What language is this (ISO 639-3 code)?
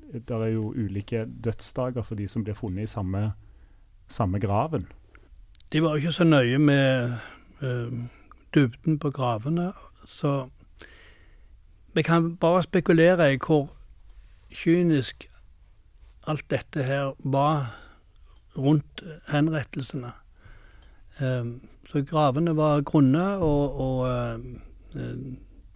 nor